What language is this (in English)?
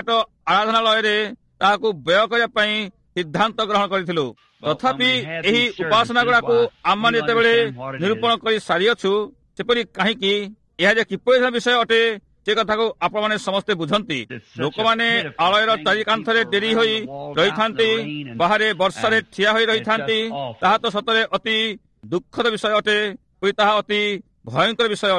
Odia